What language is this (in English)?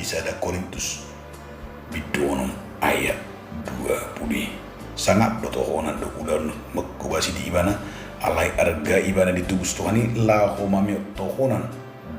Batak Toba